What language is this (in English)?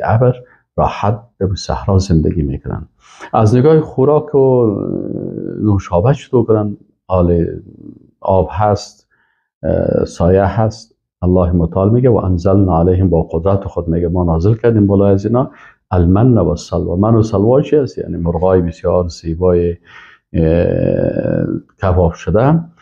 Persian